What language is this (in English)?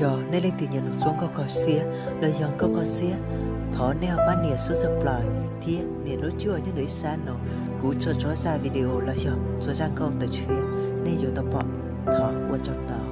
Hmong